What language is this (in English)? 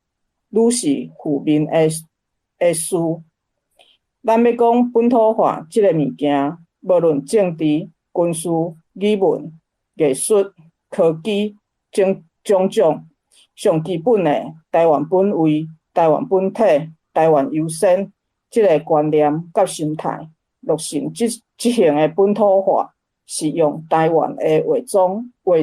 Min Nan Chinese